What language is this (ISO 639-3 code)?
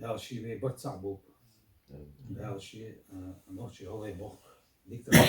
che